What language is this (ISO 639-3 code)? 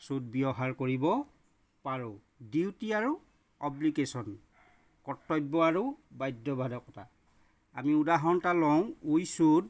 asm